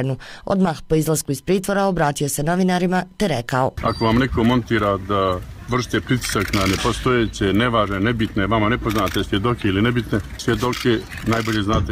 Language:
Bosnian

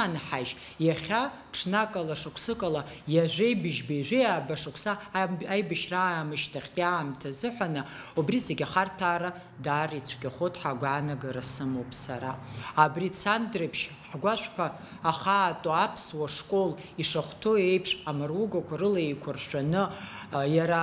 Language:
Abkhazian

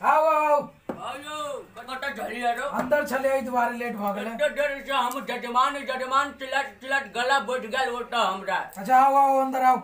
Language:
Maithili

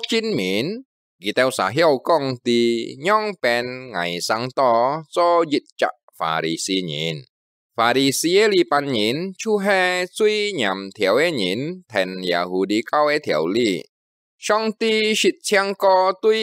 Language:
Hakka Chinese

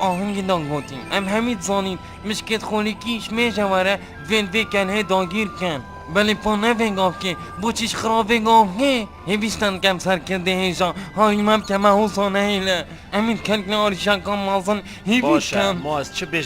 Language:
Kurdish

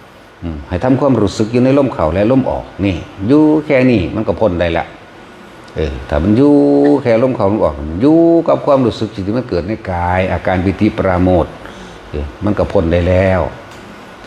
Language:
Northeastern Thai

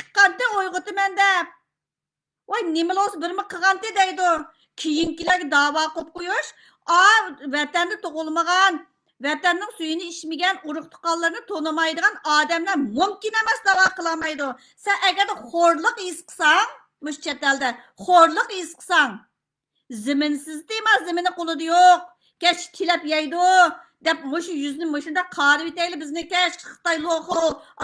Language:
Uyghur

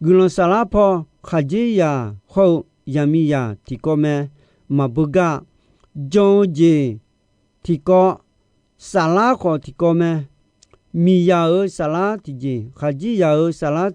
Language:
Akha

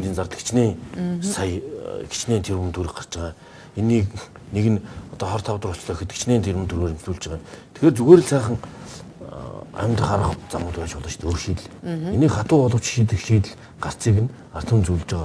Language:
Mongolian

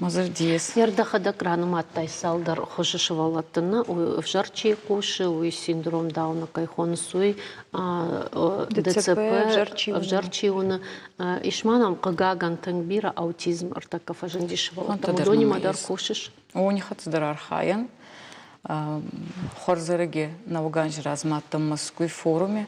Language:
Ossetic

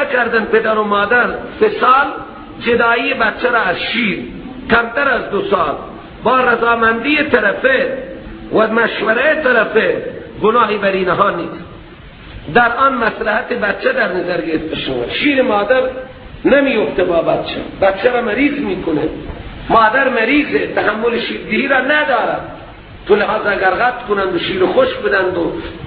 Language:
Persian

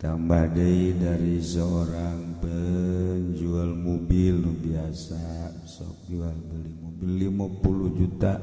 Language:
Sundanese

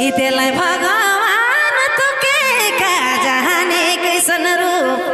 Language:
Sadri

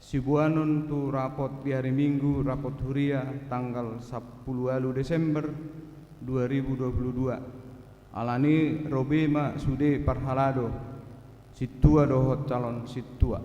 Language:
Batak Toba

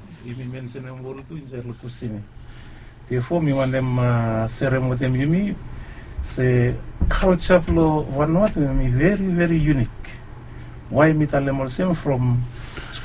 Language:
Bislama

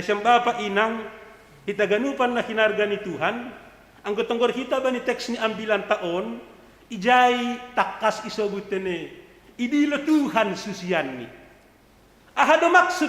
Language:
Batak Simalungun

